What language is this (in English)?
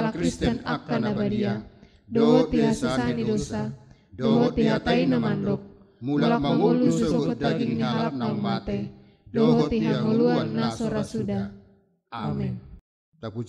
Batak Toba